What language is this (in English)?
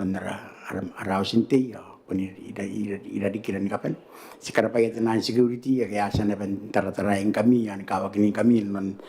Gilbertese